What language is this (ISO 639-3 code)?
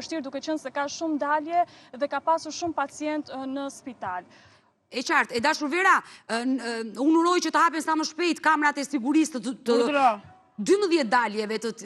sqi